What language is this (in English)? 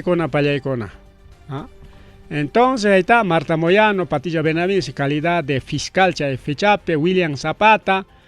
Ayacucho Quechua